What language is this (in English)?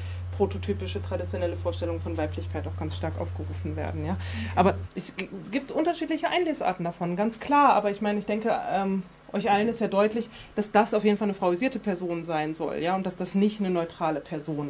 German